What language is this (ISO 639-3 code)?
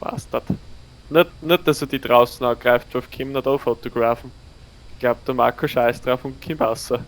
bar